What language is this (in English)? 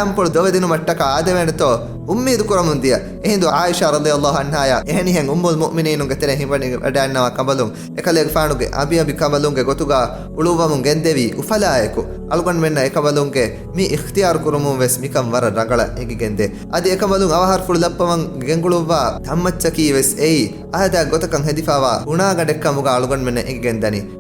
Divehi